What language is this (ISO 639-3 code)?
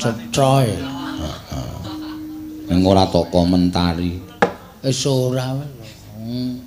jav